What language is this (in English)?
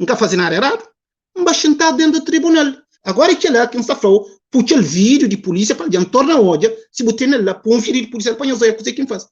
Kabuverdianu